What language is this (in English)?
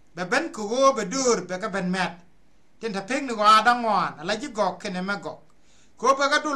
Nuer